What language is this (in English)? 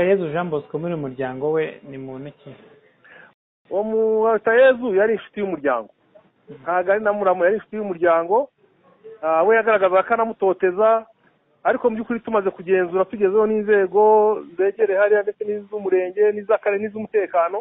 Kinyarwanda